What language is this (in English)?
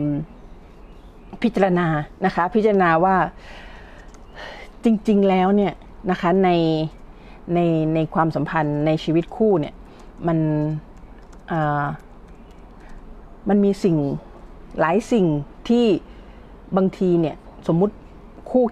Thai